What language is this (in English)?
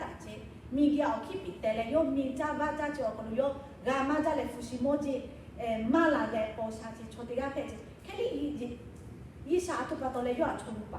Lahu